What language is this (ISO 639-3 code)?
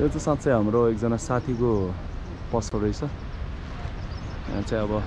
nep